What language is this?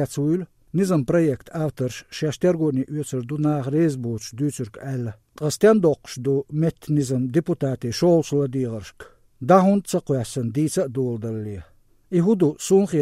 Chechen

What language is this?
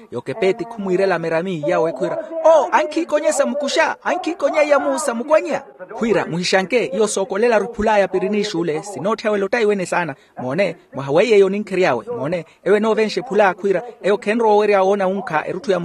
Makhuwa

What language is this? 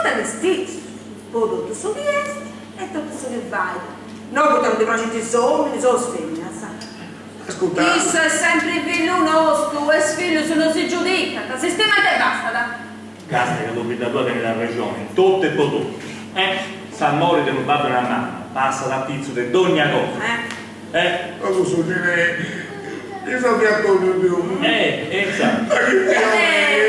Sardinian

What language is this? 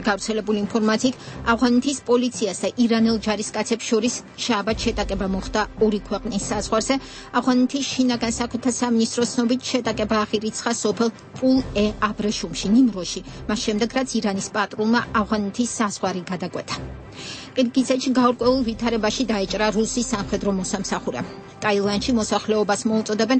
Georgian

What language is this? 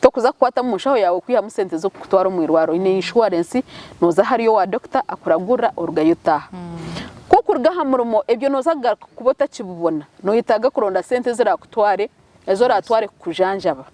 Nyankole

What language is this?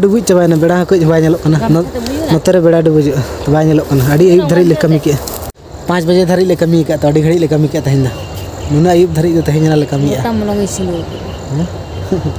Santali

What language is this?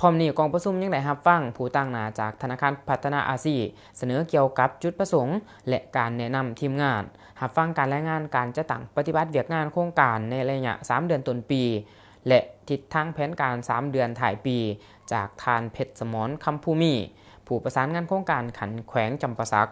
Lao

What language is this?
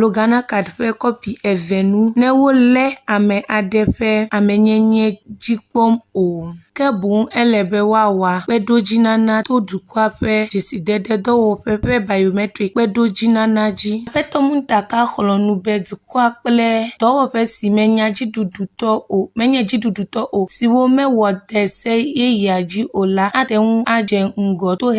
Ewe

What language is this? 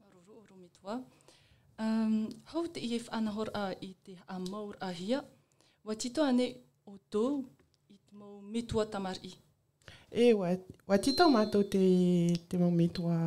Tahitian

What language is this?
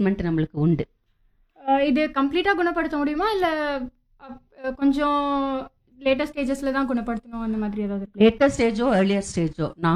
Tamil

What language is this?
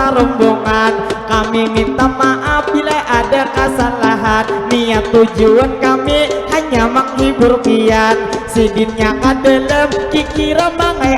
Banjar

